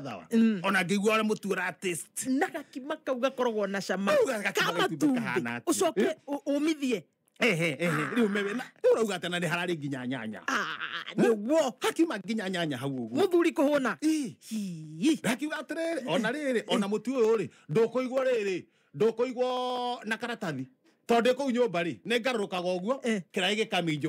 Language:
Kikuyu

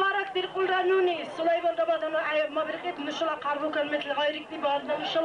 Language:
Dargwa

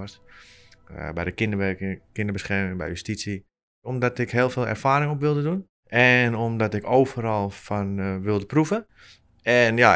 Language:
Dutch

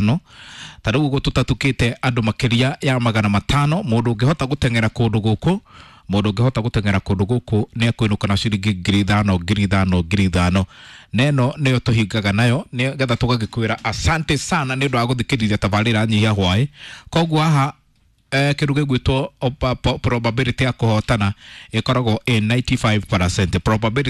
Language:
Kikuyu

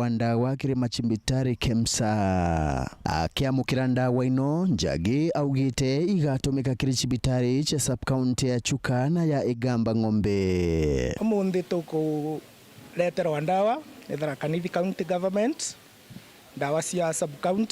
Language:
Meru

